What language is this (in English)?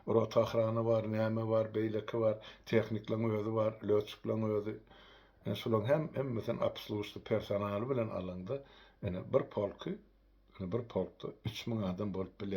Turkmen